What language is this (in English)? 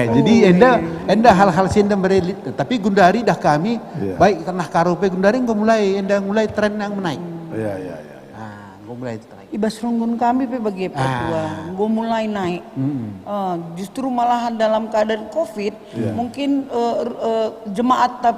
Batak Karo